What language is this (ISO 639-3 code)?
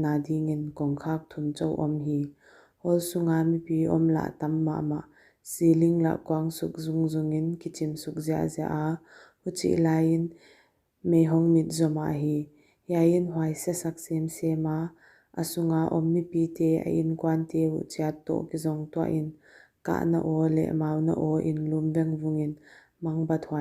pck